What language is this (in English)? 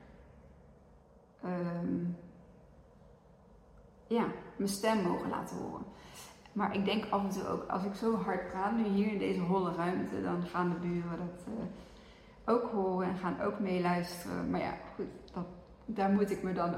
Dutch